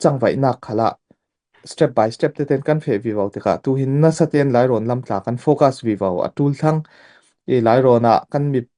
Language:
Falam Chin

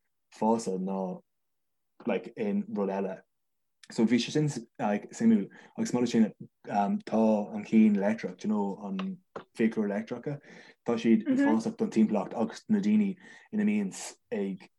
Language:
Irish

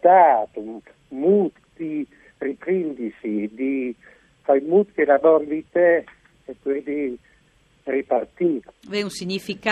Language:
Friulian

